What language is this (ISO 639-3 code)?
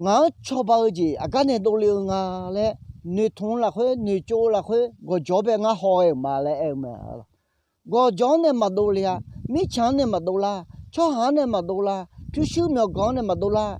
ahk